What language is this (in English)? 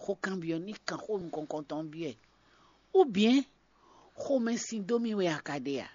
Fon